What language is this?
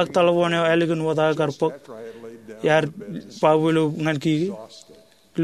Marshallese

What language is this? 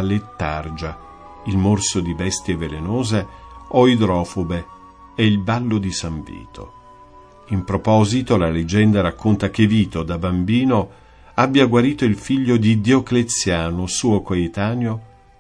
Italian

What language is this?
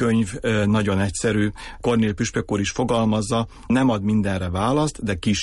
Hungarian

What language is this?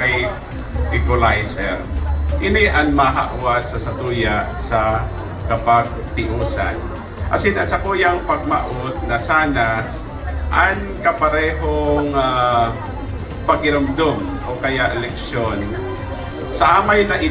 Bikol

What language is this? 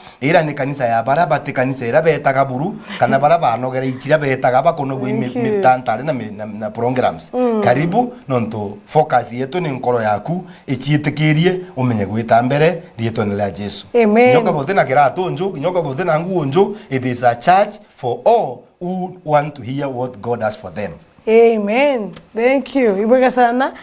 Meru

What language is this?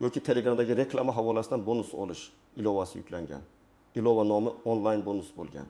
Uzbek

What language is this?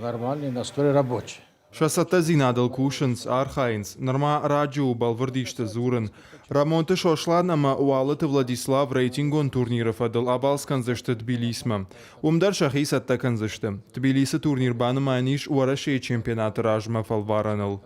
Ossetic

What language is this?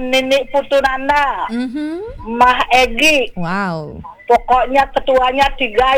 Balinese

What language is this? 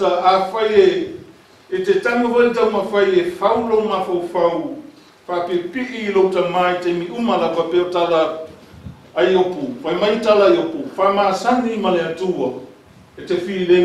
Samoan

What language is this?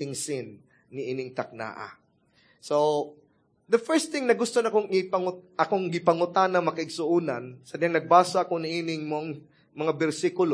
Cebuano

